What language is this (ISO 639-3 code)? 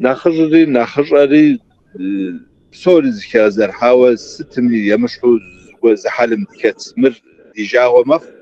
kbd